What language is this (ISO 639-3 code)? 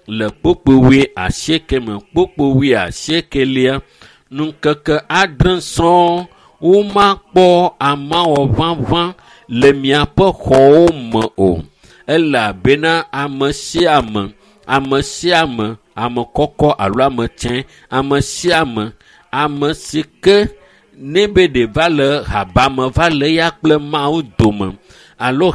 ewe